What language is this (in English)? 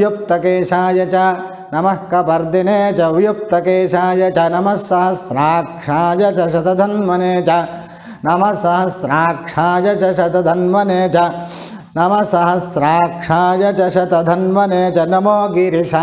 Sanskrit